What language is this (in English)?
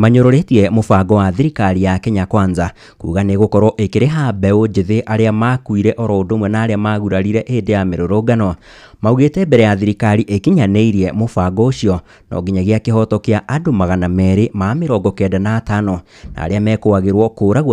Kikuyu